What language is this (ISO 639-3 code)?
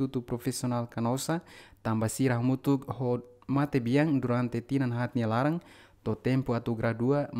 tet